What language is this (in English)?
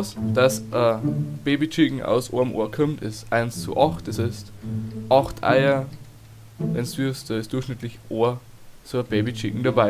Bavarian